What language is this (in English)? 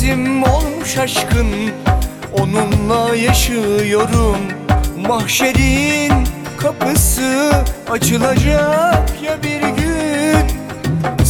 Turkish